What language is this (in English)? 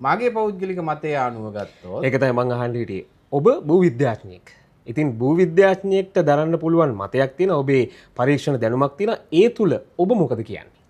Sinhala